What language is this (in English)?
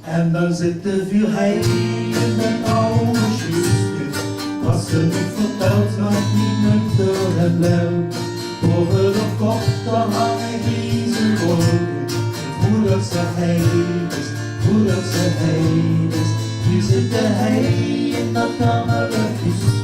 Limburgish